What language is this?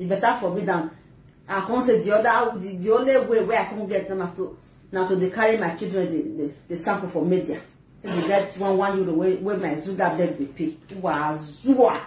Nigerian Pidgin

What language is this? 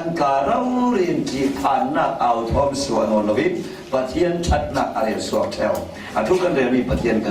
Falam Chin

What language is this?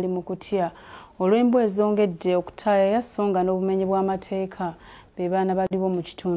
Ganda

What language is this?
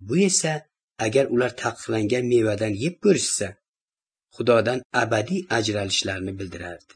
Uzbek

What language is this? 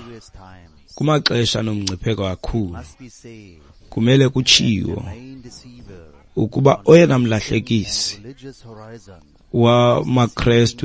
Xhosa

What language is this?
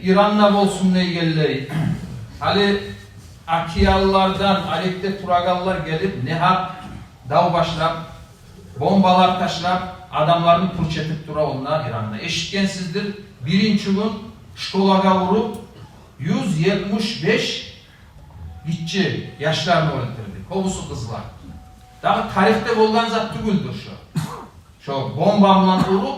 Kumyk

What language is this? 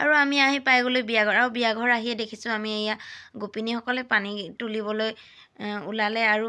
Assamese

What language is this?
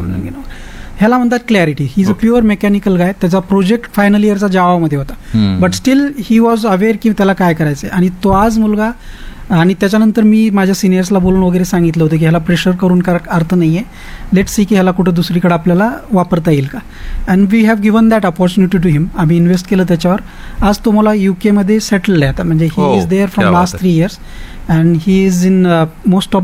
Marathi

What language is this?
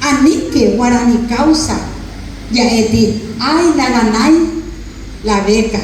Guarani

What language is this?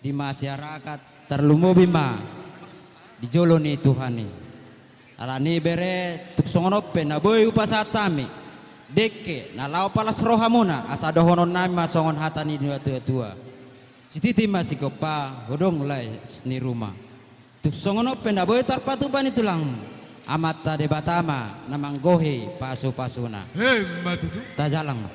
Batak Toba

